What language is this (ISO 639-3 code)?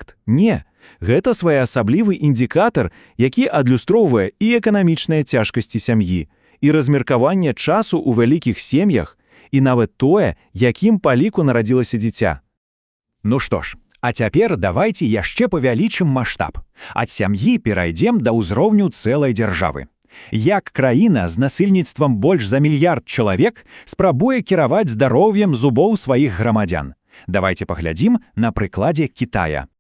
bel